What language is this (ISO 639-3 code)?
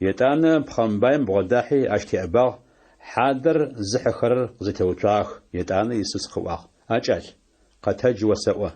ady